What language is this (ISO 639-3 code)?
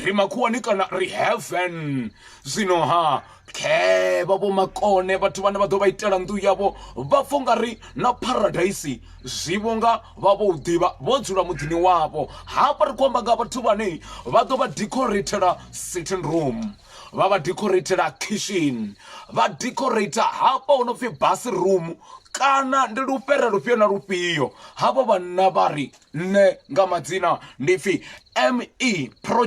ven